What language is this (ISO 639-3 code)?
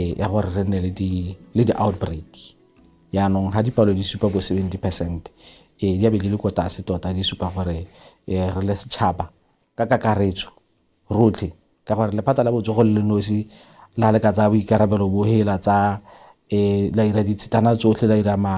tsn